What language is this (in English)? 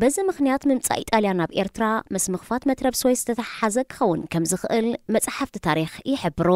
Tigrinya